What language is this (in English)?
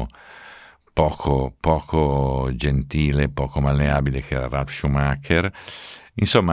Italian